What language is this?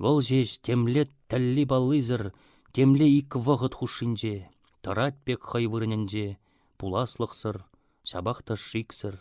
Chuvash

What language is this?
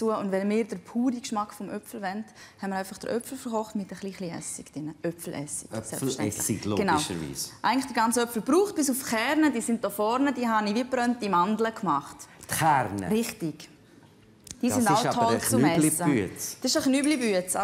Swiss German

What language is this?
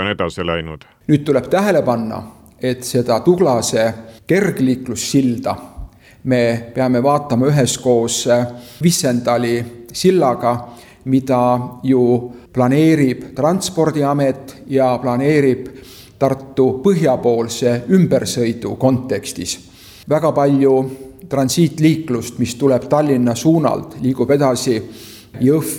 Estonian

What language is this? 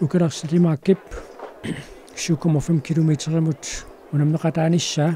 Kalaallisut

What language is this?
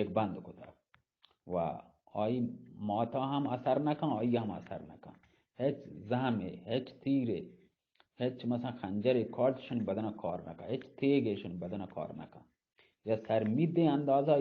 Eastern Balochi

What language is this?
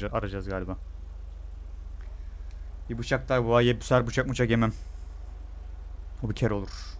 Turkish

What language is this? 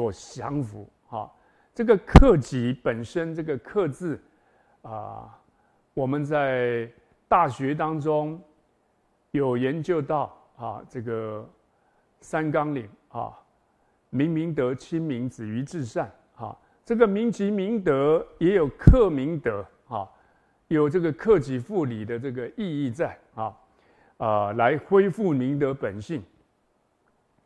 Chinese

